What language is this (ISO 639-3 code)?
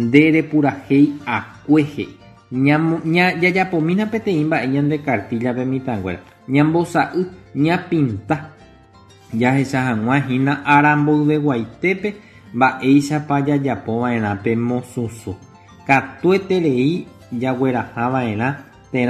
grn